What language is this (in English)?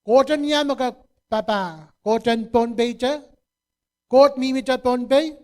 Pohnpeian